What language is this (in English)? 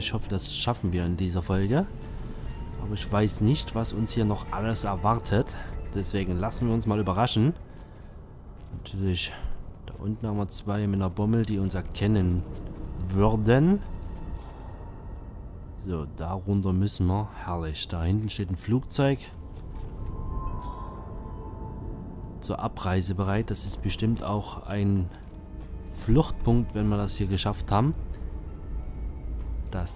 German